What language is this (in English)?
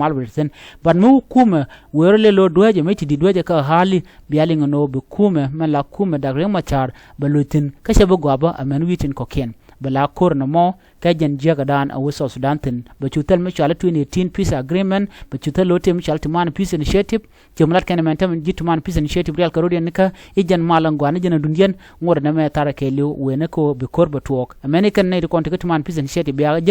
Nuer